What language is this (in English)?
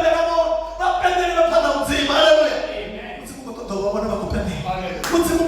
Venda